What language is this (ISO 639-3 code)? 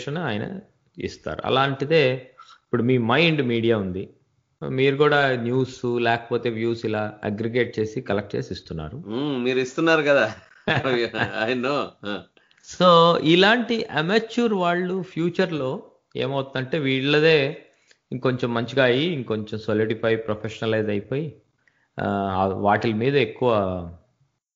tel